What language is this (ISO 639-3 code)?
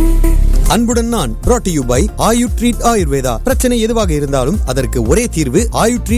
tam